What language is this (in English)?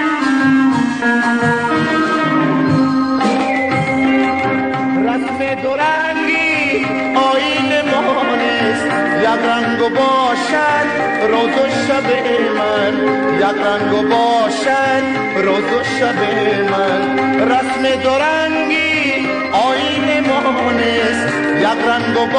Persian